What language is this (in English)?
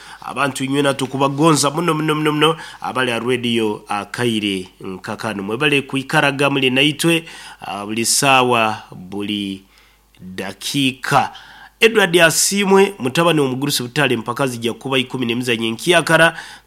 Nyankole